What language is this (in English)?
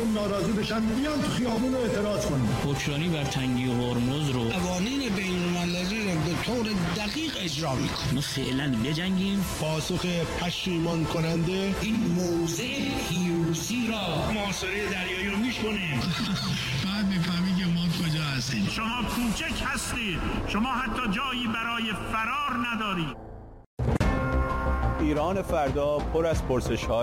Persian